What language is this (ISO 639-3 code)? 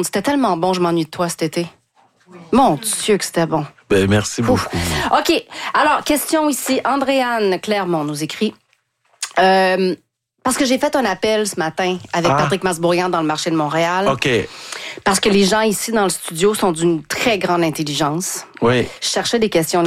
fra